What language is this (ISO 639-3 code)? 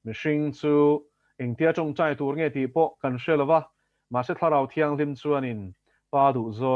lus